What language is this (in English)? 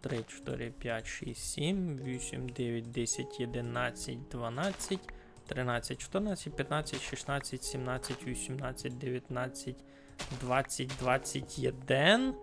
Rusyn